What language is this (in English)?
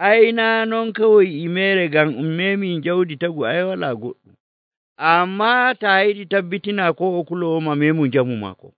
Nigerian Fulfulde